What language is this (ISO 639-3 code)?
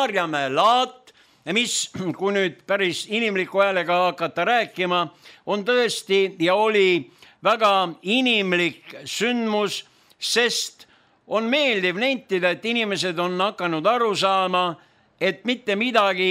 est